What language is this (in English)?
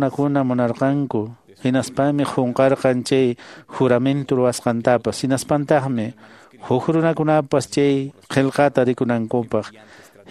Quechua